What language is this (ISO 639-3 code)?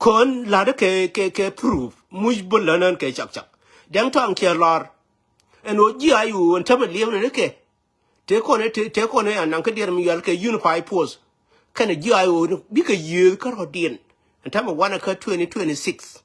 nus